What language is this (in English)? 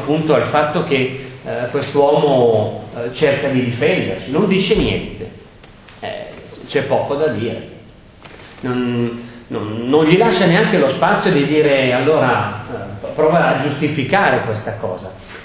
Italian